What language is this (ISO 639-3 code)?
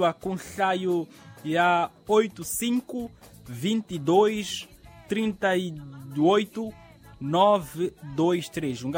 tso